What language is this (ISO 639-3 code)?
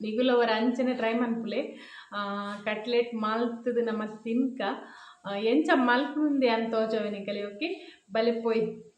tcy